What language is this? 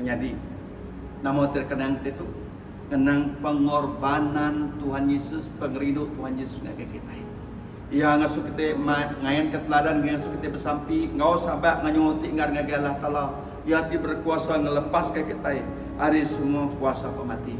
Iban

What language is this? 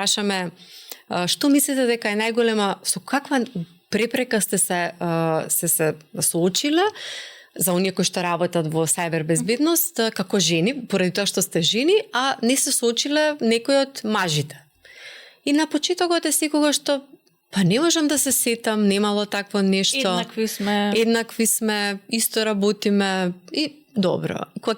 Macedonian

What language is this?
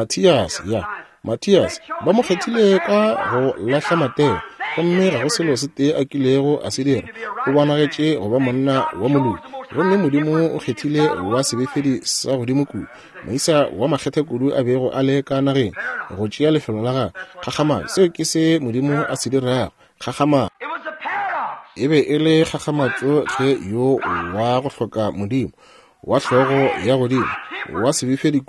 Northern Sotho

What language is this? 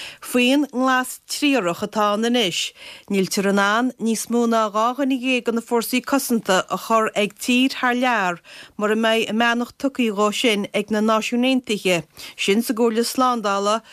Irish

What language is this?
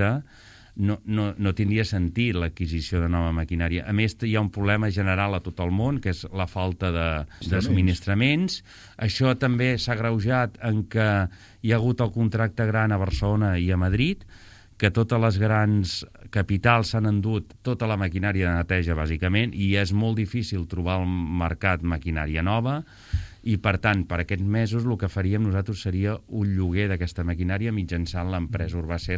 Catalan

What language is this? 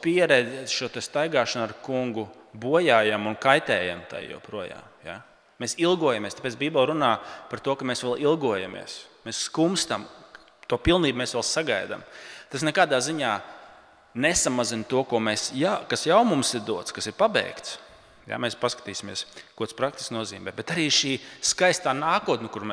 Latvian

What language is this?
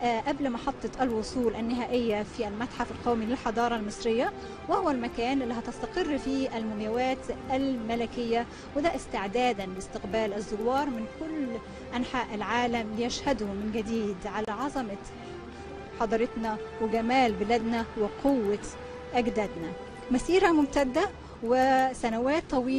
Egyptian Arabic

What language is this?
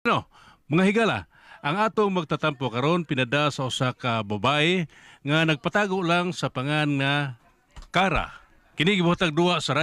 Cebuano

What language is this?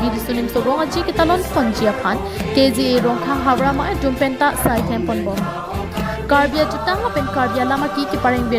Karbi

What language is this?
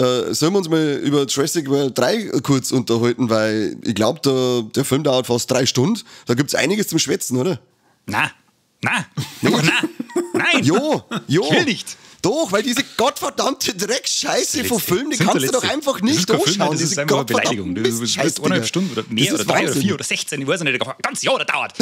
Bavarian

